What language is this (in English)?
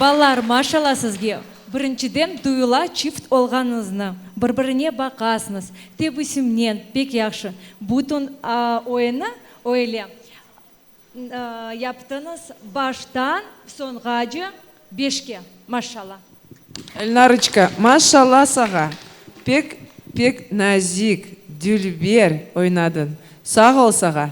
Crimean Tatar